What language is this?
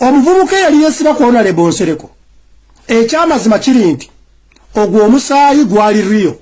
Ganda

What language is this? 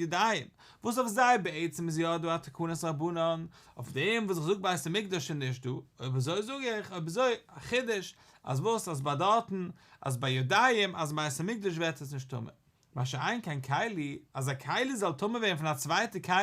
Yiddish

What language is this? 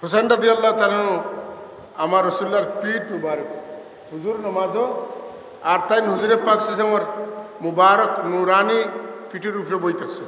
Sylheti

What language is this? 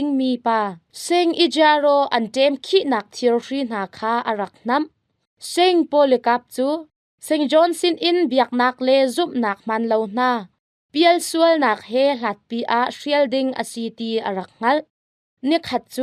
Hakha Chin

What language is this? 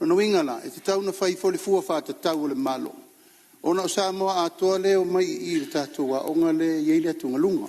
Samoan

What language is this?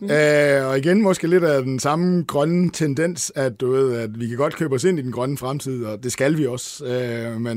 Danish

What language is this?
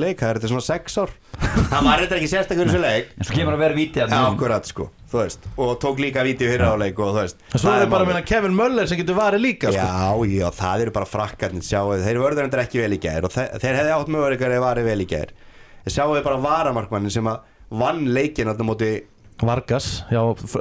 Icelandic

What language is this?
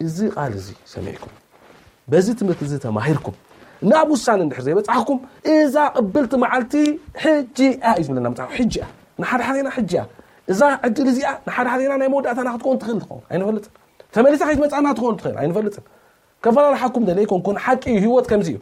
Tigrinya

